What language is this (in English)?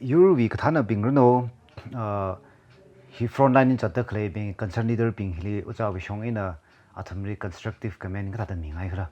Tangkhul Naga (India)